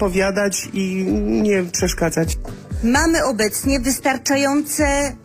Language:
Polish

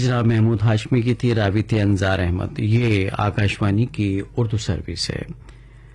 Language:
Urdu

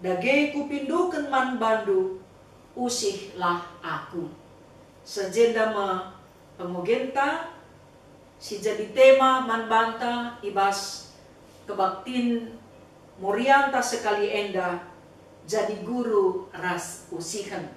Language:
Batak Karo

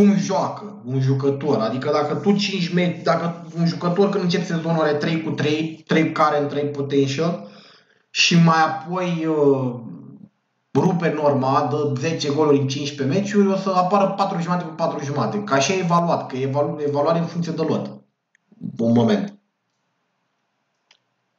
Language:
Romanian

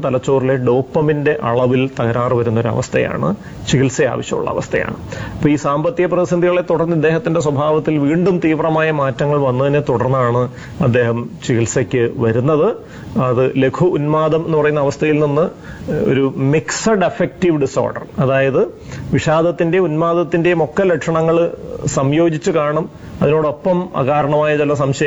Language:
Malayalam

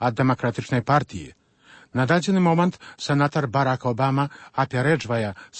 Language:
Belarusian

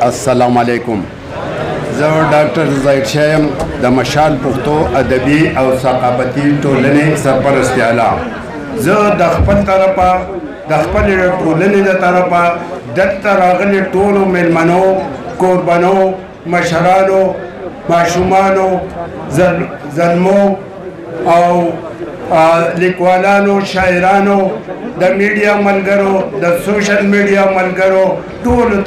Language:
Pashto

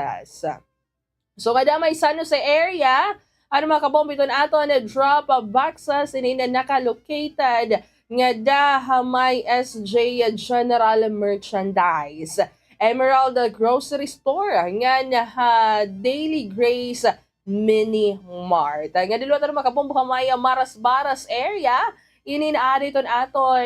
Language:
Waray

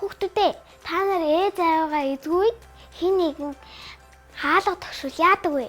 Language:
Mongolian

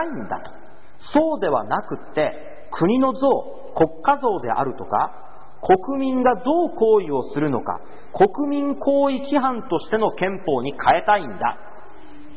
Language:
Japanese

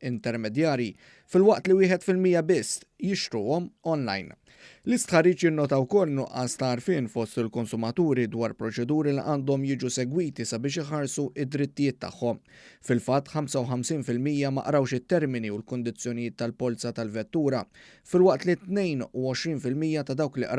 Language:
Maltese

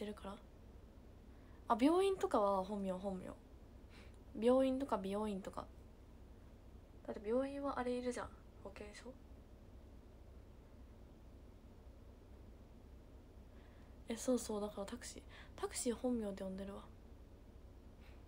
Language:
Japanese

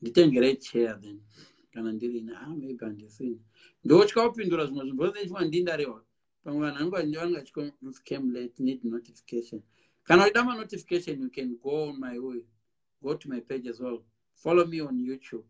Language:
Shona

